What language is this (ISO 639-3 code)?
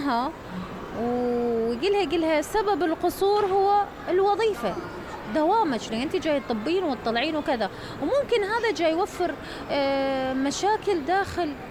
acm